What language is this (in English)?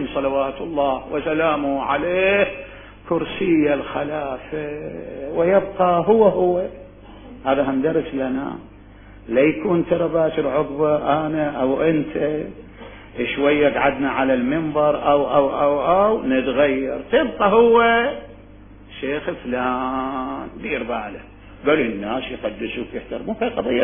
Mesopotamian Arabic